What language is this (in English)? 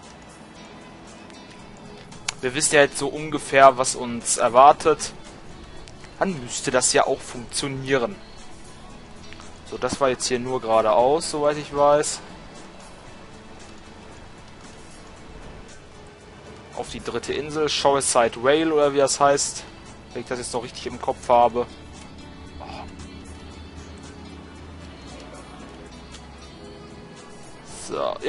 German